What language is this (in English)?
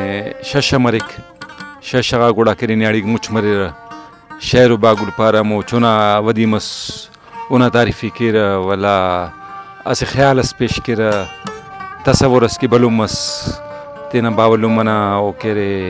Brahui